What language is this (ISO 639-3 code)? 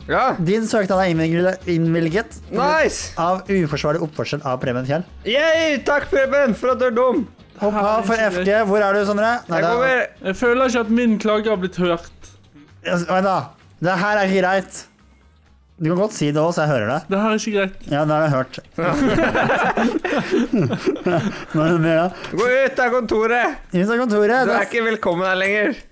nor